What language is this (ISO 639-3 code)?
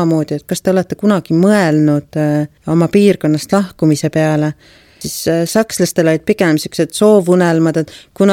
est